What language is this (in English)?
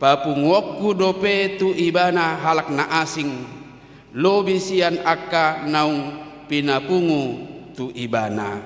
Batak Toba